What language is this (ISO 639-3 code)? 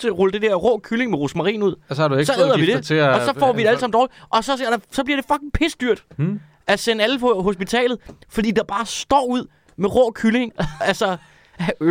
dan